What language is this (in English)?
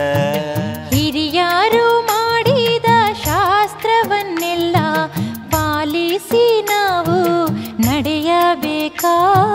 Kannada